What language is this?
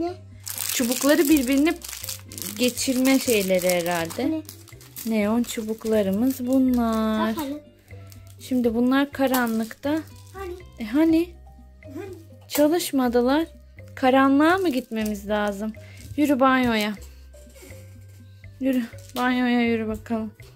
Turkish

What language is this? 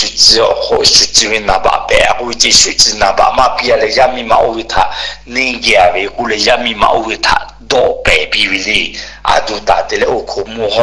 Lahu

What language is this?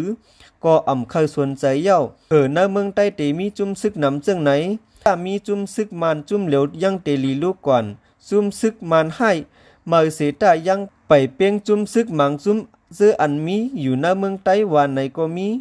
Shan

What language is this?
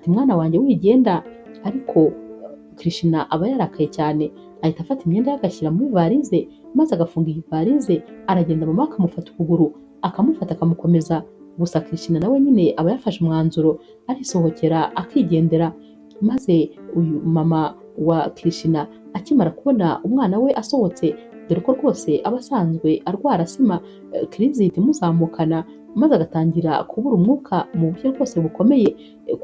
Kinyarwanda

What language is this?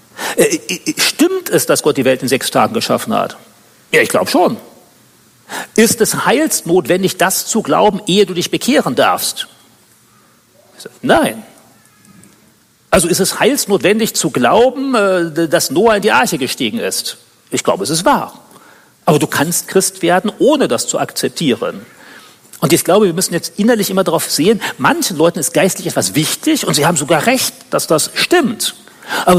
German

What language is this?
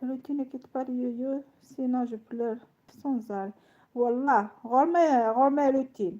Kabyle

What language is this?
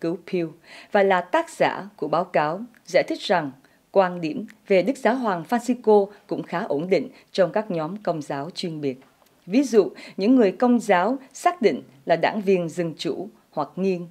Vietnamese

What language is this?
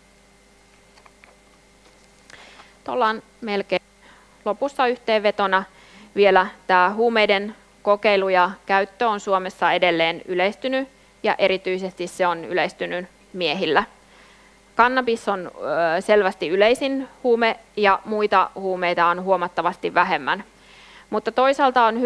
Finnish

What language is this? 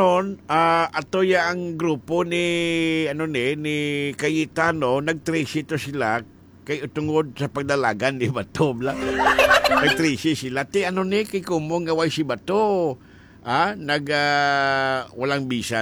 Hiligaynon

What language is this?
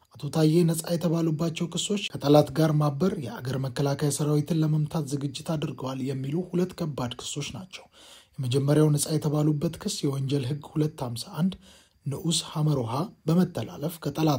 Amharic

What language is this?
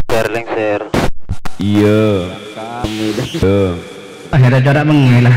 Madurese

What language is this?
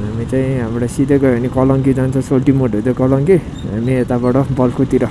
Nepali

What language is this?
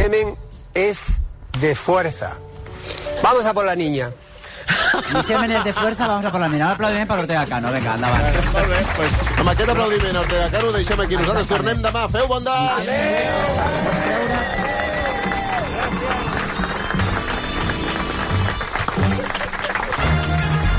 Catalan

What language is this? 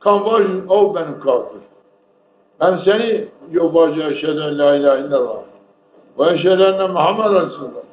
Zaza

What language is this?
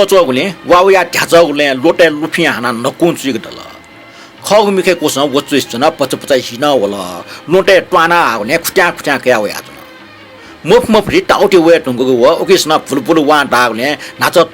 Newari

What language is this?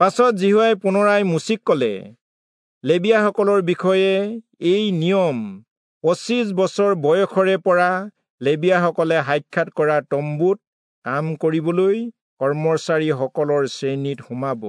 Assamese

